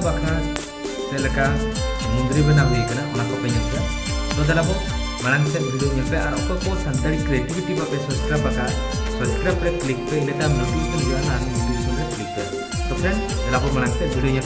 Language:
Santali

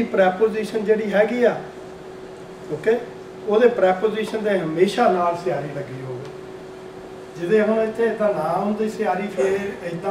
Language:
Punjabi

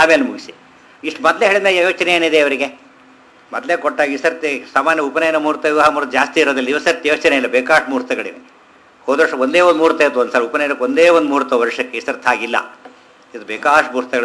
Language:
Kannada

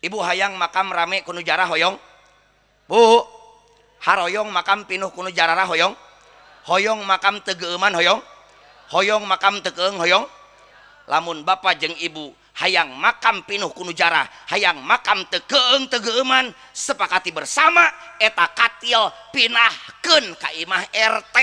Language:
Sundanese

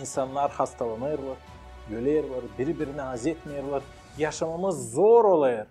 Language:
Gagauz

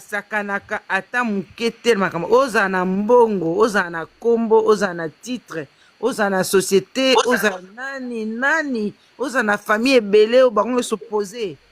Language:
Lingala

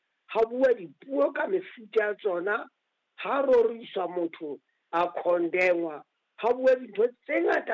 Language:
Southern Sotho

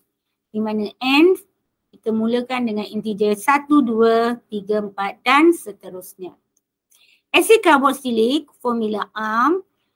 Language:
Malay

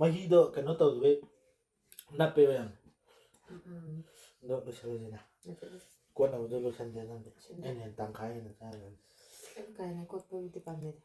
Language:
Manipuri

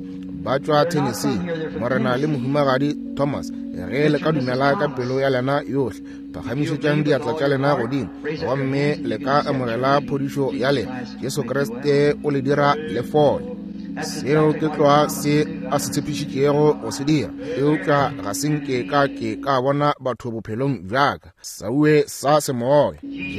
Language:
Northern Sotho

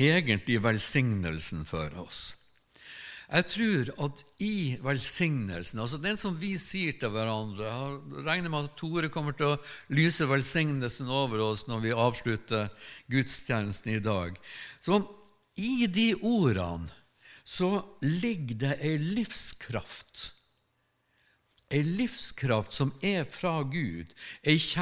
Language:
Norwegian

